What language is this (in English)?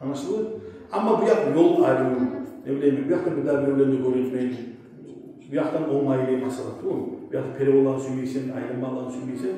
Kumyk